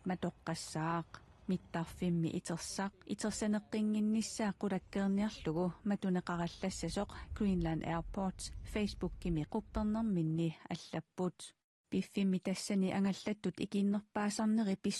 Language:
Kalaallisut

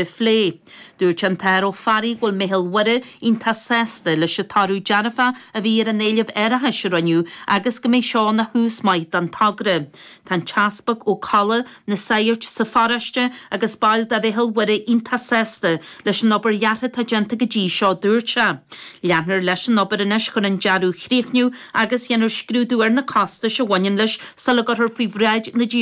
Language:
Irish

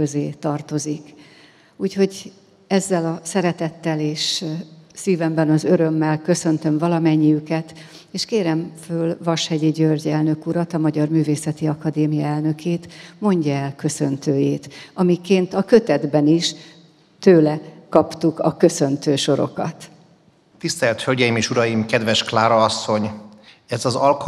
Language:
Hungarian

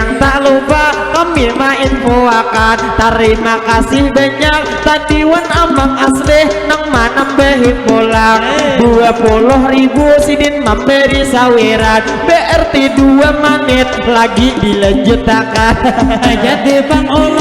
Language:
Banjar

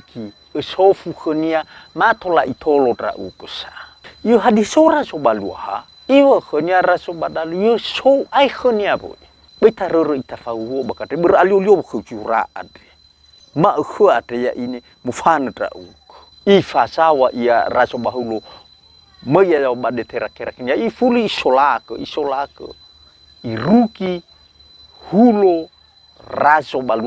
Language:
Nias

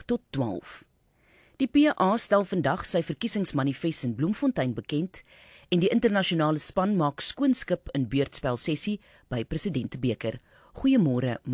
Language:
Afrikaans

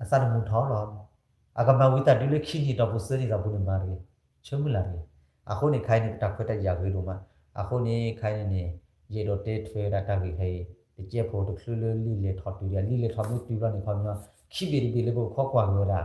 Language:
S'gaw Karen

